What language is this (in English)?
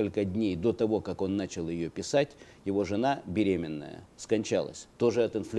Russian